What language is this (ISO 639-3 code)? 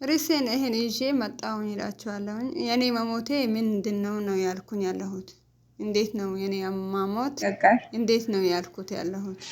amh